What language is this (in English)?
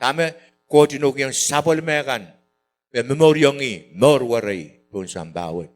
Pohnpeian